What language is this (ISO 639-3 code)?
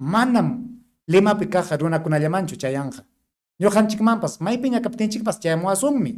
quy